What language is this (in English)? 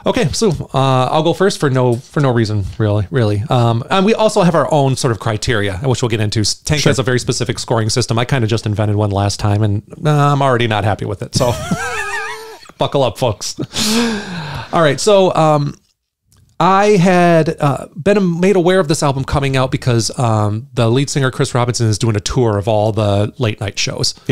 English